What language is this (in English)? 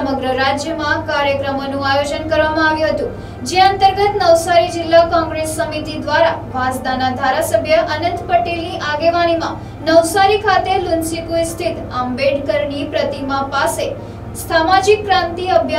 Gujarati